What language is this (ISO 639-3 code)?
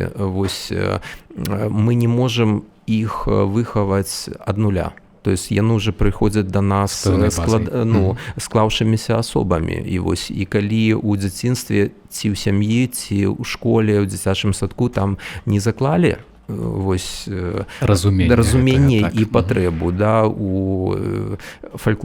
bel